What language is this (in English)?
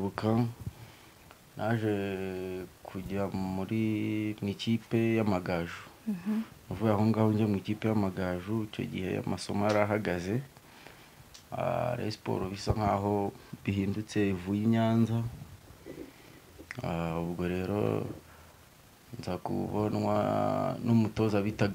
Kinyarwanda